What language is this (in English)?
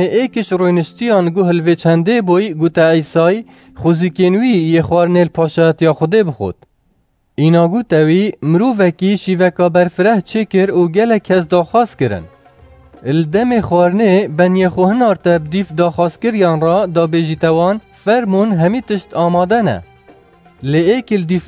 Kurdish